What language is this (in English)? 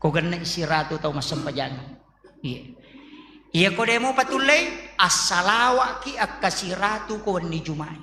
Buginese